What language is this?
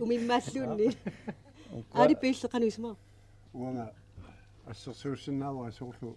Kalaallisut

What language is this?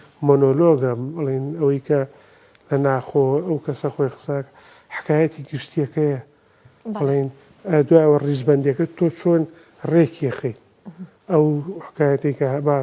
Central Kurdish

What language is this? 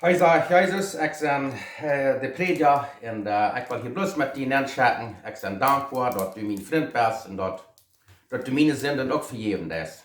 Plautdietsch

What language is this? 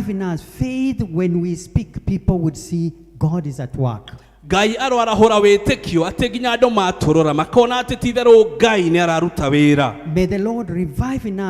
Kikuyu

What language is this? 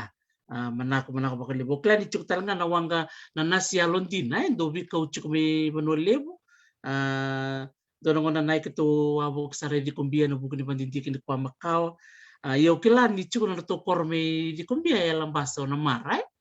Fijian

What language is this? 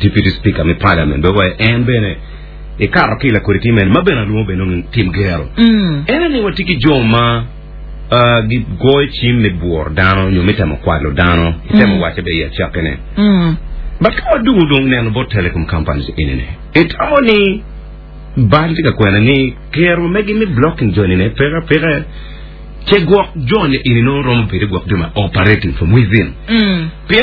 Acoli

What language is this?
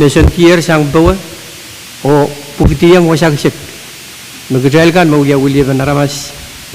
Pohnpeian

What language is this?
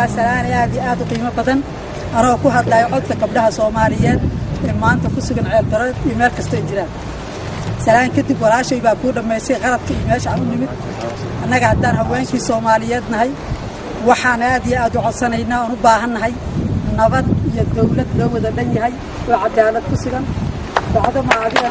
Somali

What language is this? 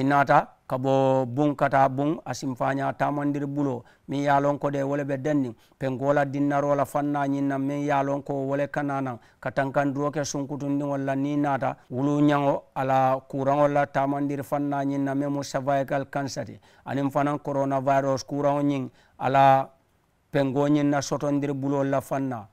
Mandingo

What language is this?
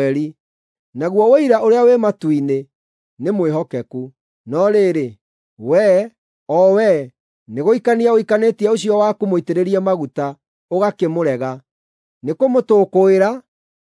Kikuyu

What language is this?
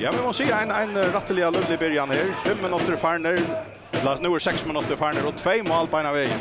Faroese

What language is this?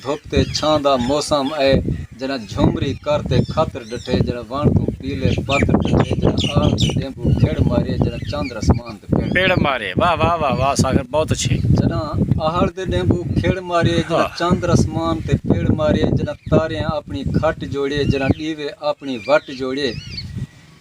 Saraiki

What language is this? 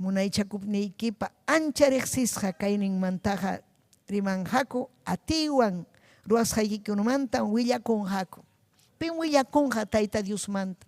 Ayacucho Quechua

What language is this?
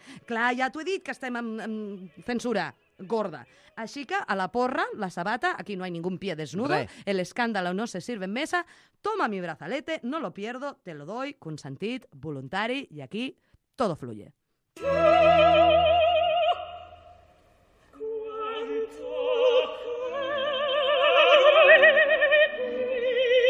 Catalan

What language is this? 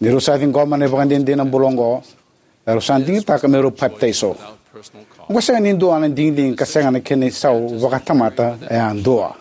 Fijian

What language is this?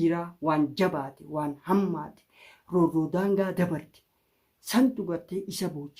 Oromo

